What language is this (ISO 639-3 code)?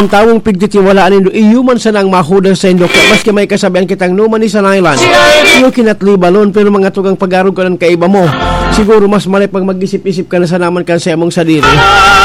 bik